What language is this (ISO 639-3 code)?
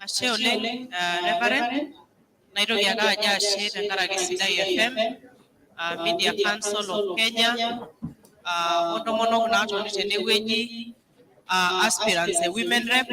mas